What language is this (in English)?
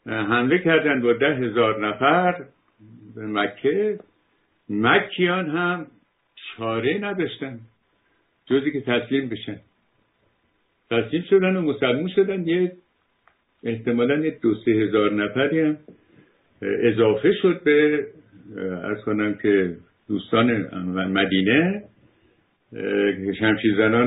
Persian